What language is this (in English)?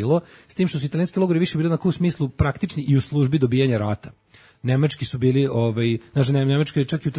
Serbian